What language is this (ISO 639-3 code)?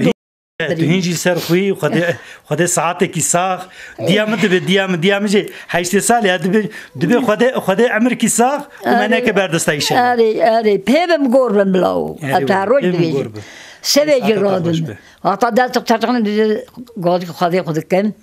kur